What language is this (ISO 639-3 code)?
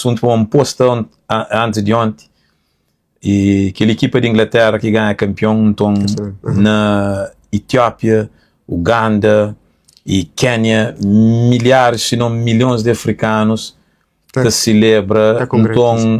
kea